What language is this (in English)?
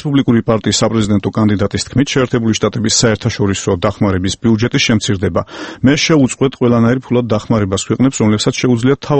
Georgian